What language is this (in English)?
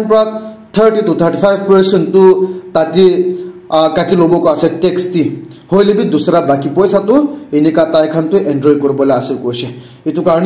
Naga Pidgin